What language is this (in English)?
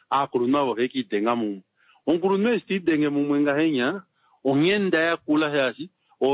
Kuanyama